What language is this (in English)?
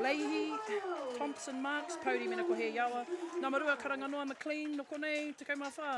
Māori